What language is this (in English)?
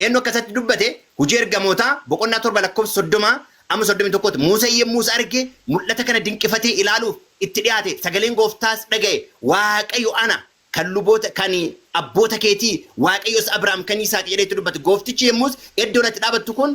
Oromo